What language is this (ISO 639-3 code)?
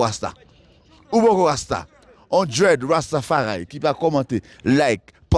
hat